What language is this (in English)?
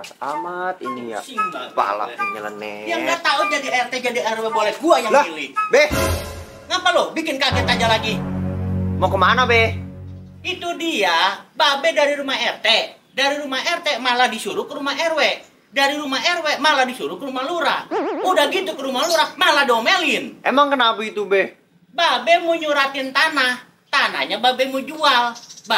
Betawi